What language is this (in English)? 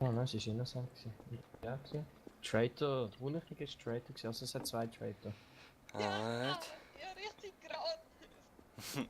Swiss German